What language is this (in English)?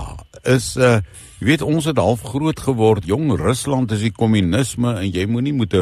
Afrikaans